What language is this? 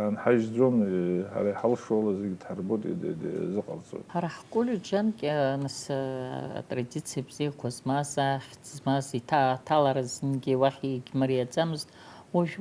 Abkhazian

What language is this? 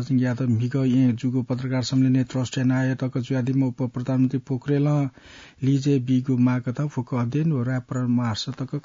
Newari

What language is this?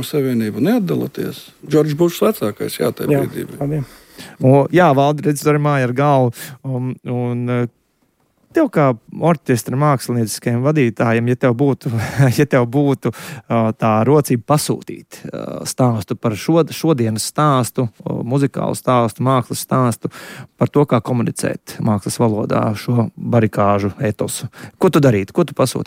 Latvian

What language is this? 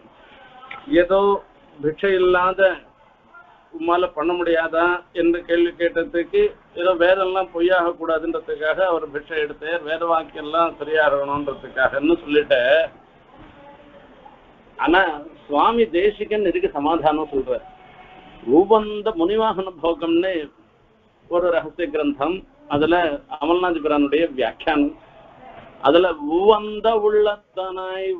Tamil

